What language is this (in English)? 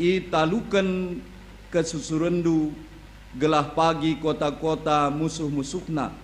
Batak Karo